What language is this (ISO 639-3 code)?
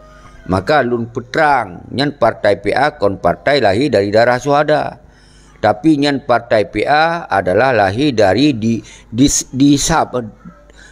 ace